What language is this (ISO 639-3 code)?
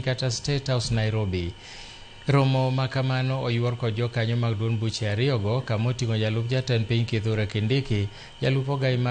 luo